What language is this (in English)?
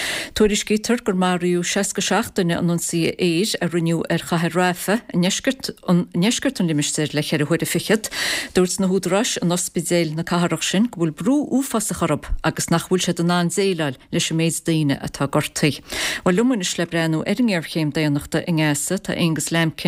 Irish